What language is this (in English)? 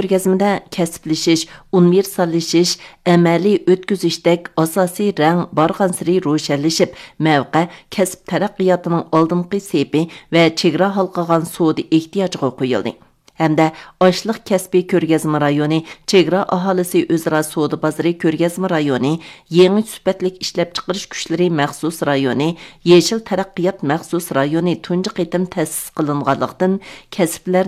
Uyghur